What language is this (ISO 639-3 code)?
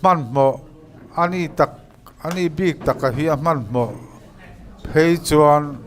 lus